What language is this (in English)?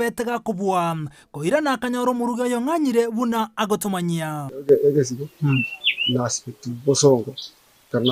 Gusii